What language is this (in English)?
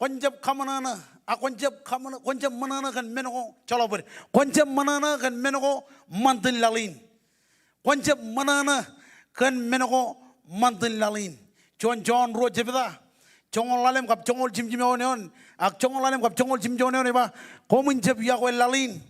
Marshallese